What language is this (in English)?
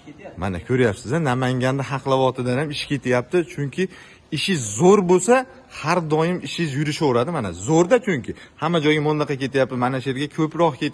Uzbek